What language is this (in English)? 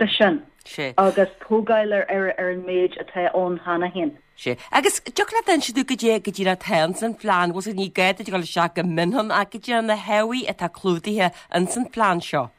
Irish